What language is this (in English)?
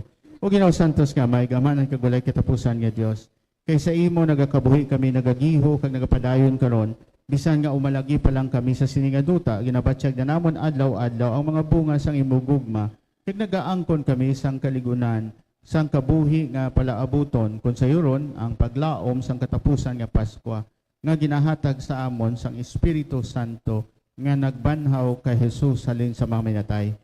Hiligaynon